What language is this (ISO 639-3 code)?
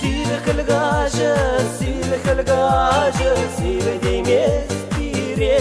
chv